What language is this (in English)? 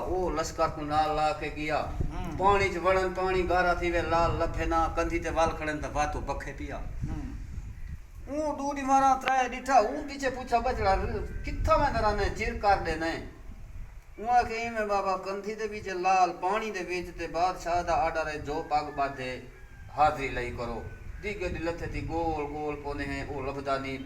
Saraiki